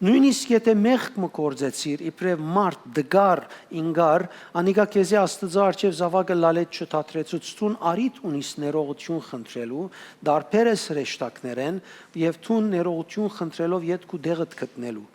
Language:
Western Armenian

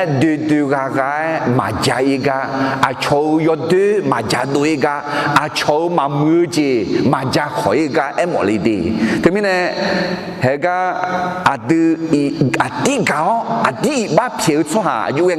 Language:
Akha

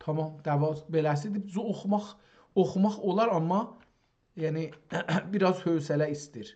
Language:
South Azerbaijani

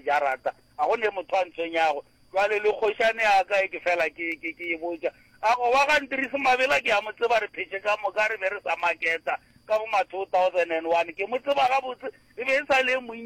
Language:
Northern Sotho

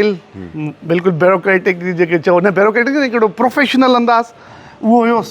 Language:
Sindhi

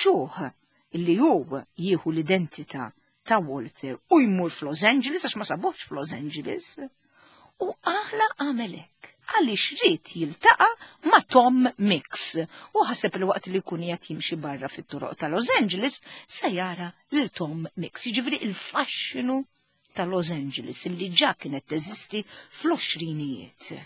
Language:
Maltese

